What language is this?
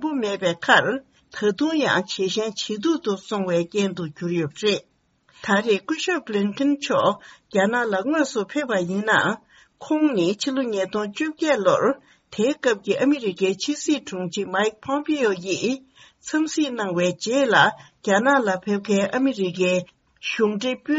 Tibetan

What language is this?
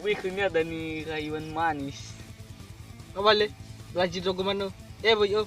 Nias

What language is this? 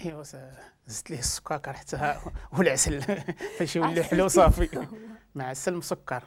Moroccan Arabic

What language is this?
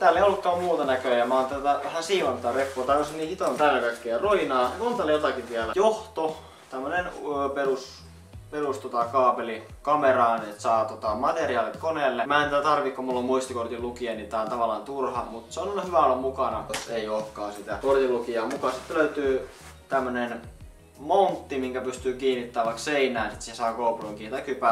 Finnish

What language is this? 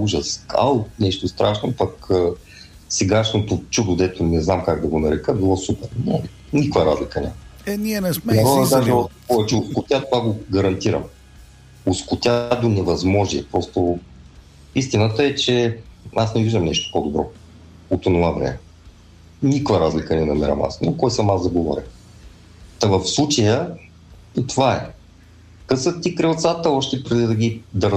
Bulgarian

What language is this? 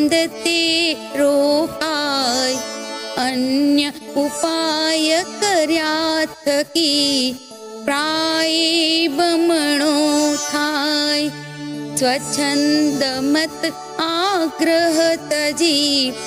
Gujarati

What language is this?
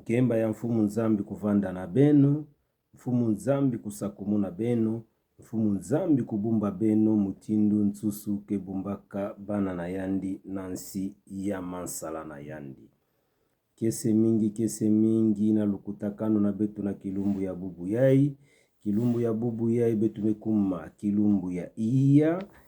Kituba (Democratic Republic of Congo)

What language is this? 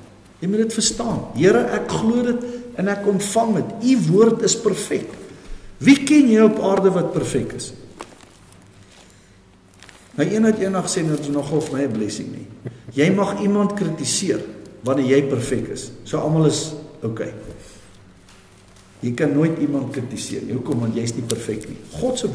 Afrikaans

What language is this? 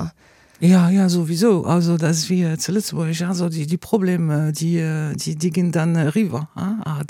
Luxembourgish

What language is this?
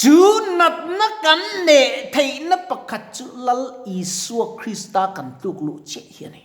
Mizo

